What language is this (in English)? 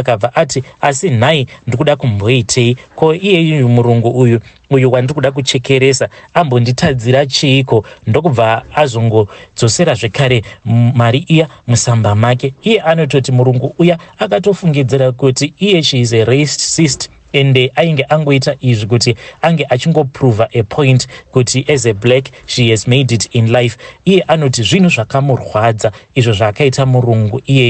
Shona